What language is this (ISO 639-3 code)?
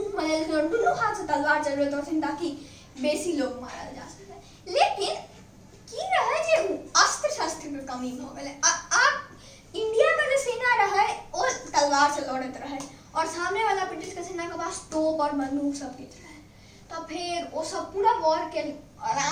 mai